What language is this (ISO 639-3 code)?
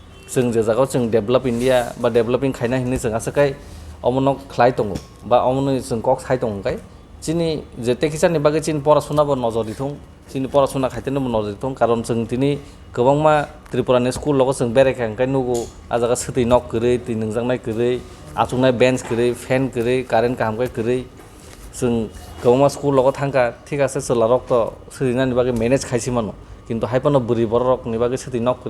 trp